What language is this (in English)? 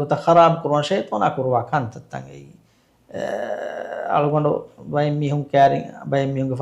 Divehi